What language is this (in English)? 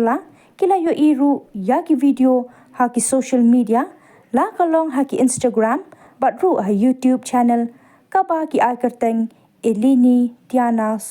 Khasi